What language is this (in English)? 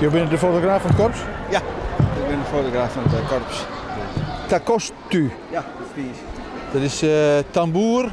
Western Frisian